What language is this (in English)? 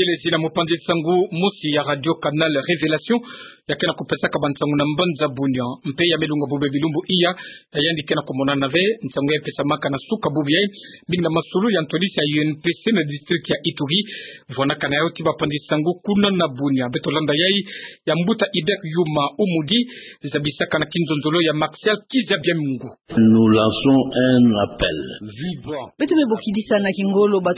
Kituba (Democratic Republic of Congo)